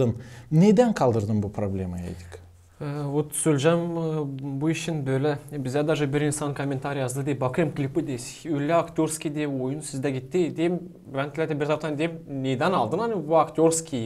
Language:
Gagauz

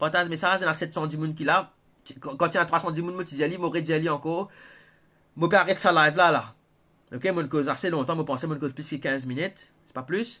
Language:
Morisyen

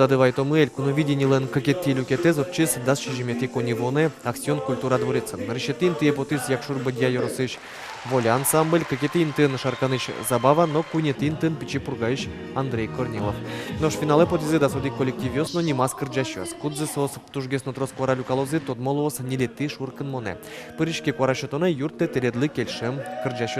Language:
Udmurt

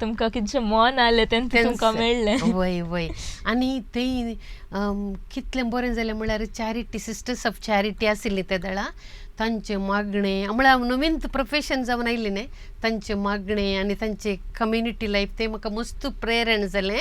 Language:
Konkani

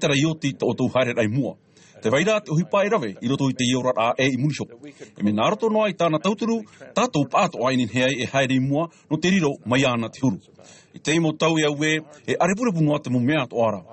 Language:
Tahitian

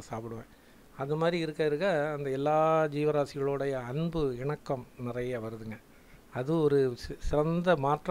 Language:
Tamil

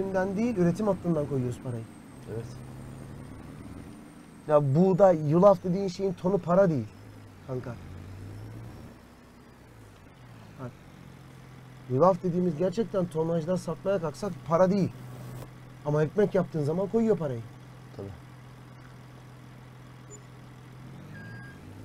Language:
Turkish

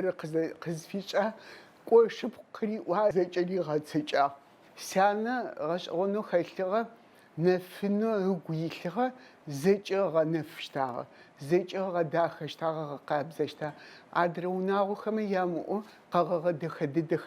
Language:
Adyghe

